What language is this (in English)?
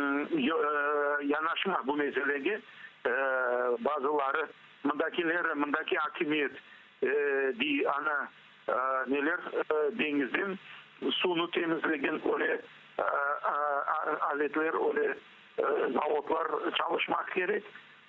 Crimean Tatar